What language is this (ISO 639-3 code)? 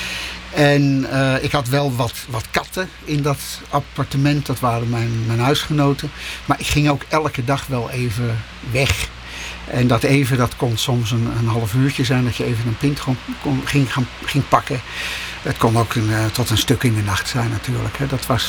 nld